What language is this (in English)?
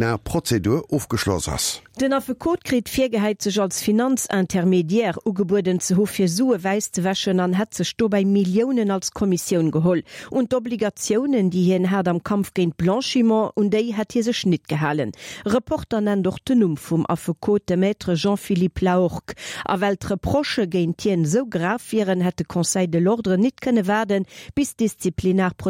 Luxembourgish